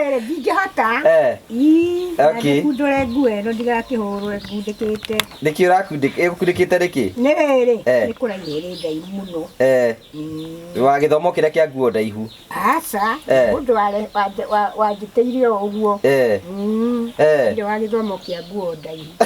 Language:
Kikuyu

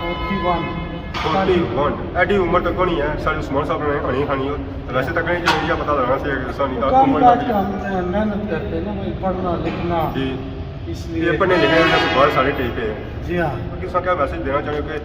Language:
Pahari-Potwari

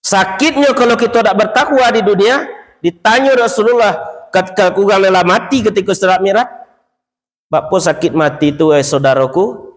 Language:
Minangkabau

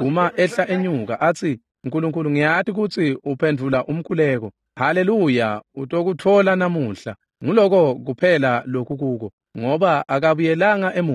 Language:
Swati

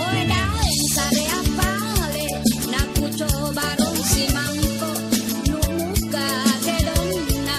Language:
Makasar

